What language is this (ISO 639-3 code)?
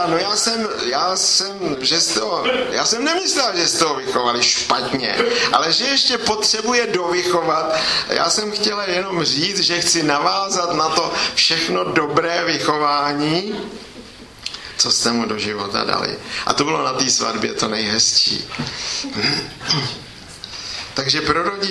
ces